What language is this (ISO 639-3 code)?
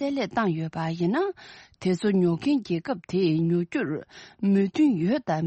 bod